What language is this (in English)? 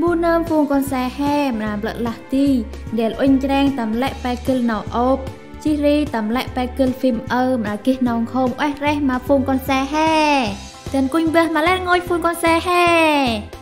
Central Mnong